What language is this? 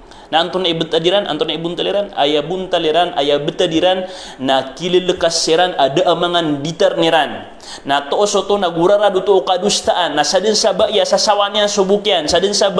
Maranao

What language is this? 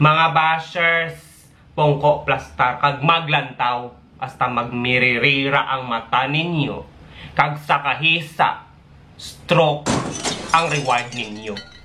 Hiligaynon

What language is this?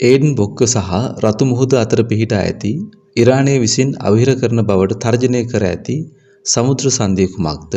Sinhala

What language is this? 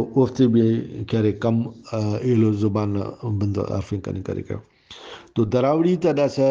Brahui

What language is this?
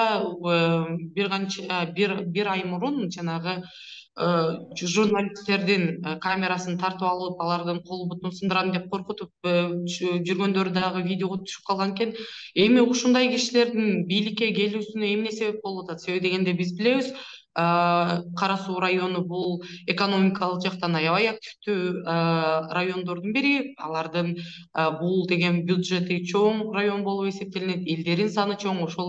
Kyrgyz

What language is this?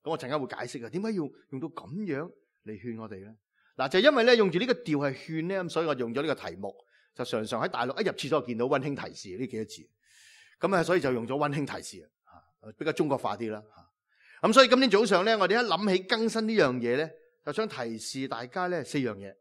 Cantonese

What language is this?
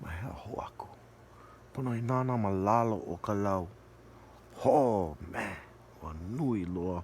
Hawaiian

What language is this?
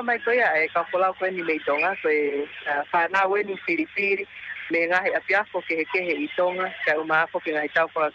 Tongan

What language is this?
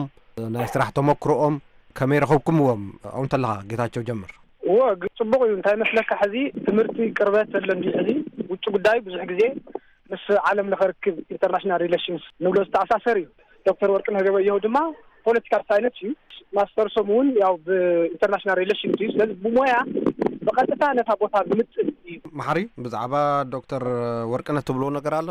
Tigrinya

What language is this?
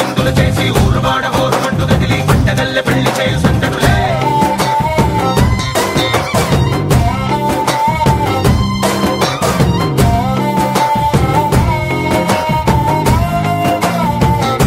Telugu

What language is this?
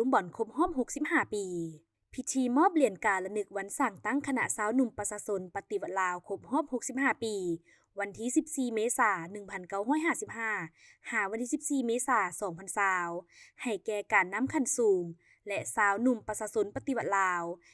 Lao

